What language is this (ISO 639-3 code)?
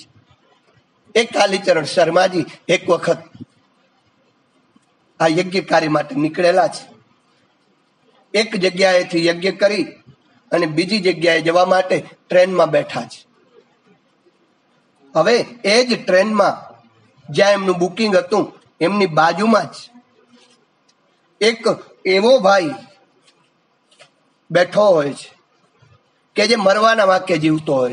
guj